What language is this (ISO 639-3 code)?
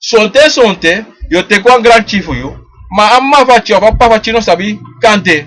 srn